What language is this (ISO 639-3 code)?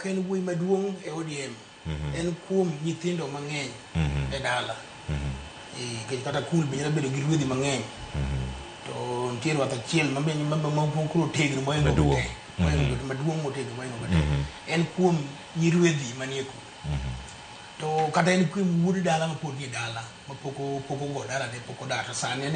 luo